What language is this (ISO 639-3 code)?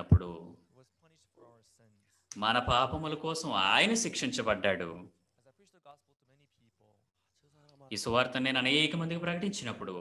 tel